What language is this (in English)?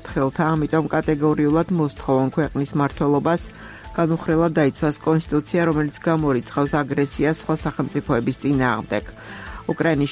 Georgian